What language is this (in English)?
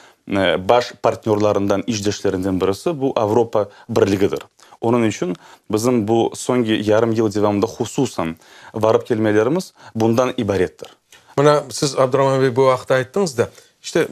Crimean Tatar